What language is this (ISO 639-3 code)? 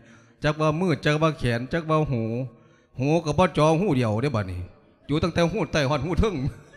lao